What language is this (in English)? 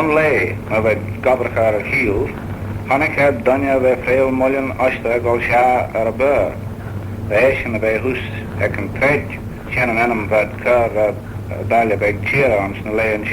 Manx